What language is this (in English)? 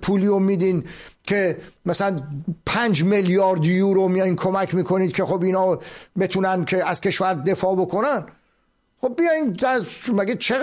Persian